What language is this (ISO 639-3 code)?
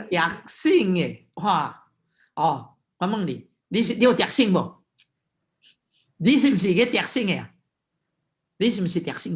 nan